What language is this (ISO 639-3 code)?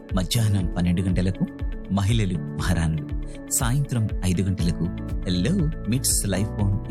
tel